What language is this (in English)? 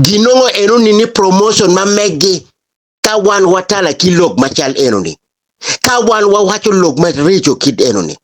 Acoli